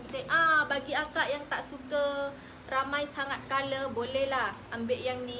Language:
Malay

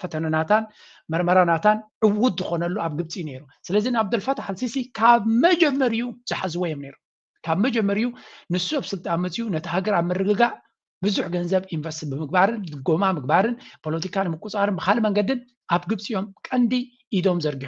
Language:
Tigrinya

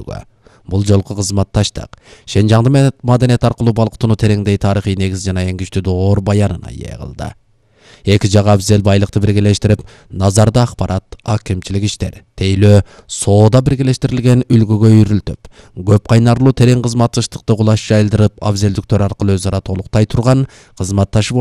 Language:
Kyrgyz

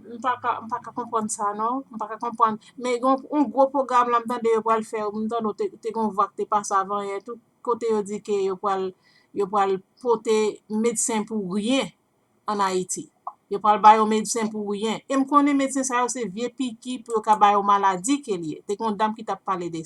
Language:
Haitian Creole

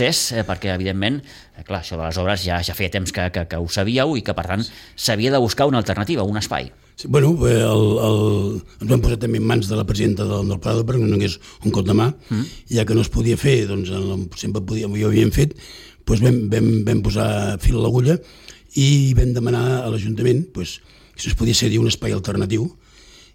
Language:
Catalan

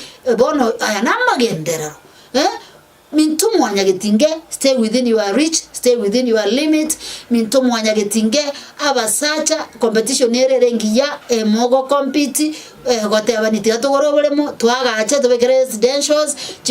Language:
Gusii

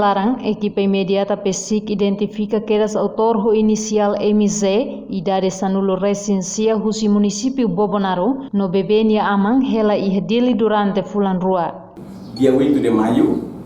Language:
Tetum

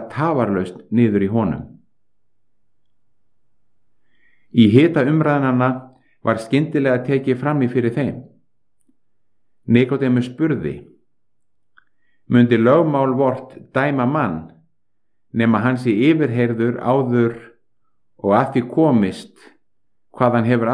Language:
Icelandic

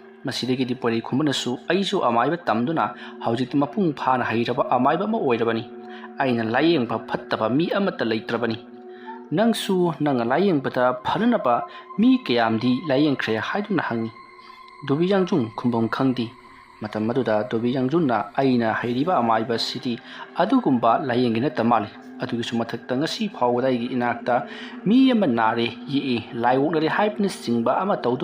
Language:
Manipuri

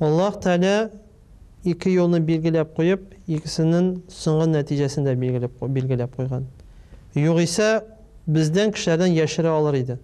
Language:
Tatar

